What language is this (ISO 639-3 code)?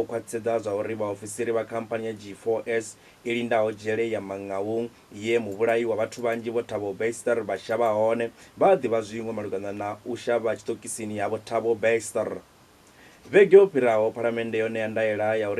ven